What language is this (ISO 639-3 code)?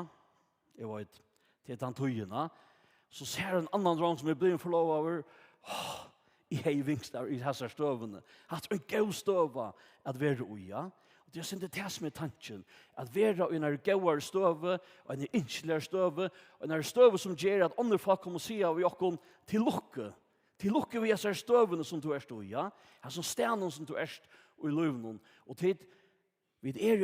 fao